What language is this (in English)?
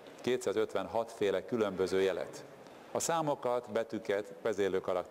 Hungarian